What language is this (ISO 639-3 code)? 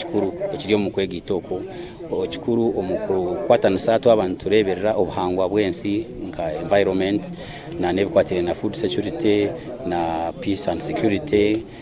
nyn